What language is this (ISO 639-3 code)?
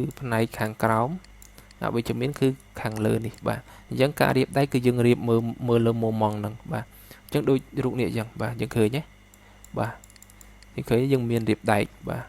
khm